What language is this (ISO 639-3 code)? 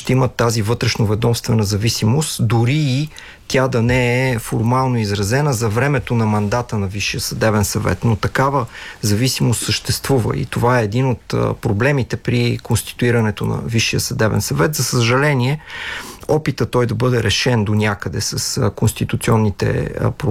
bul